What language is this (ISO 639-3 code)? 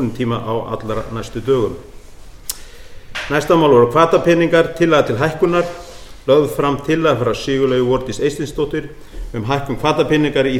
isl